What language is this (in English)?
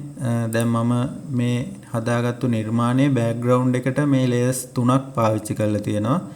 Sinhala